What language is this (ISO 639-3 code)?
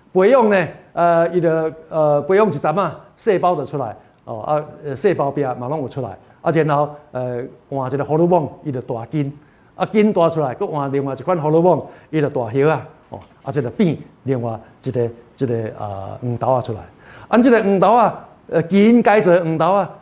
nan